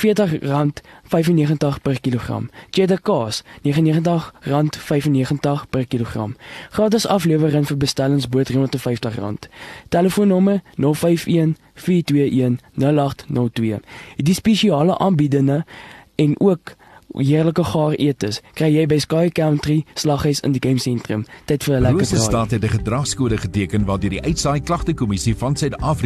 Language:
Afrikaans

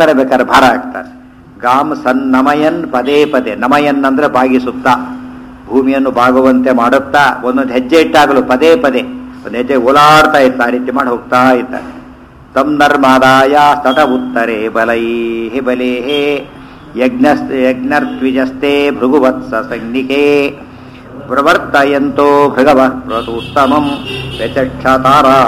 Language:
Kannada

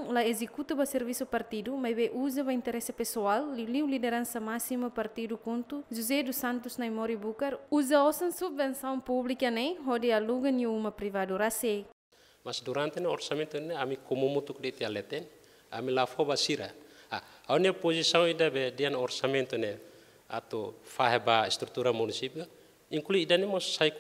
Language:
Tetum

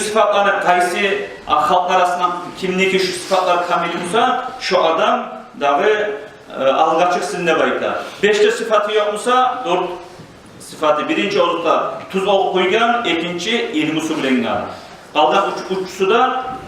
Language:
Kumyk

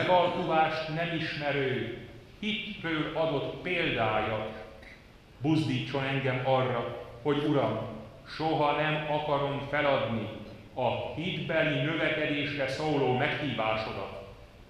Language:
Hungarian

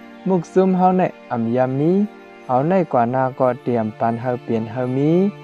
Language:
Shan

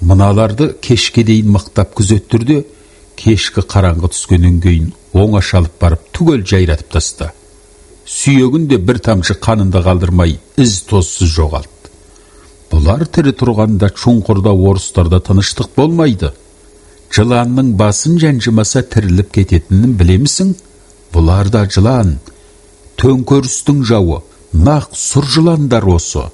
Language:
Kazakh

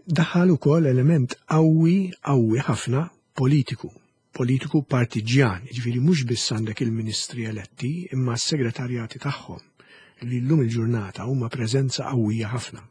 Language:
Maltese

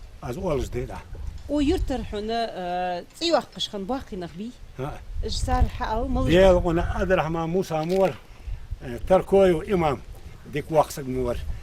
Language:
Ingush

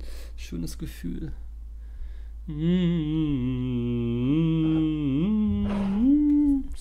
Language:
German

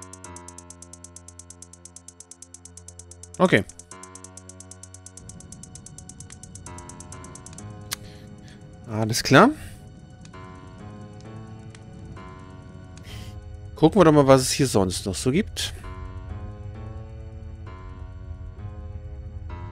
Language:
German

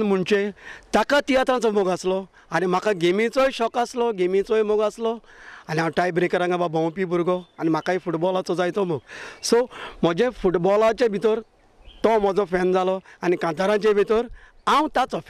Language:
Konkani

